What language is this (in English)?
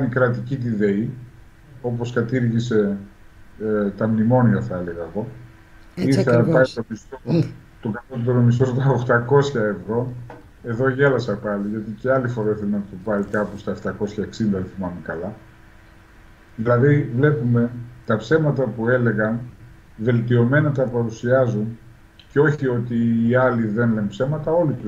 Greek